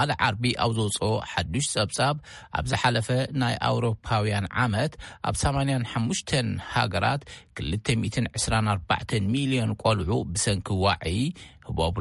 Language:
Tigrinya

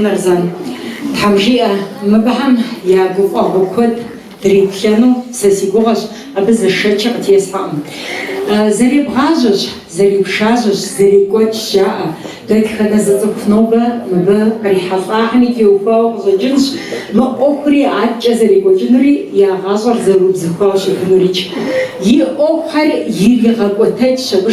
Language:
Kabardian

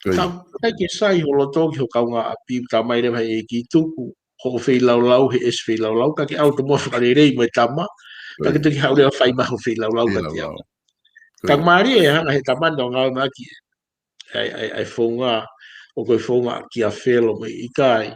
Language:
Tongan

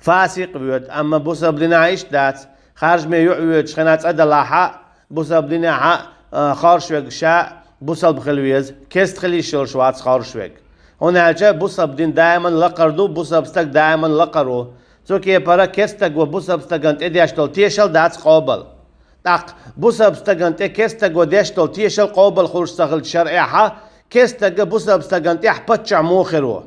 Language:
Chechen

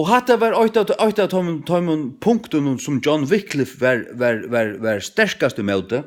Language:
Faroese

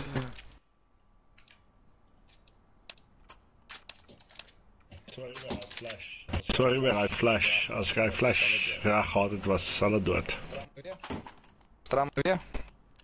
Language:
Afrikaans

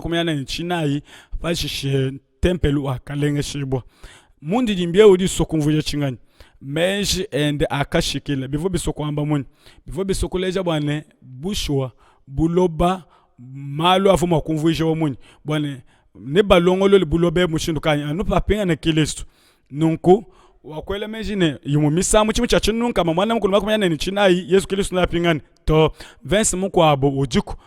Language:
Luba-Lulua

